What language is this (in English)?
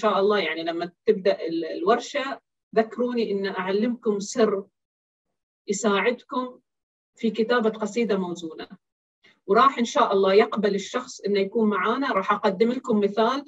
Arabic